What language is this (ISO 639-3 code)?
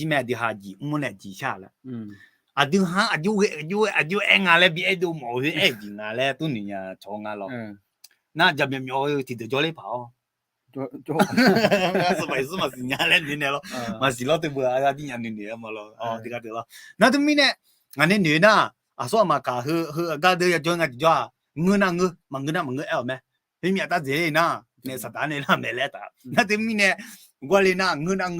ahk